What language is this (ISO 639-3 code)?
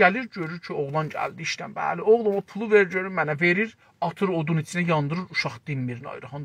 azb